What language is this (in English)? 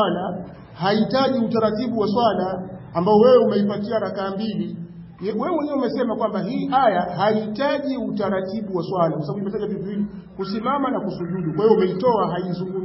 Swahili